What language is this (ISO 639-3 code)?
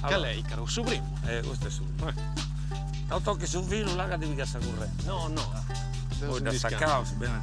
srd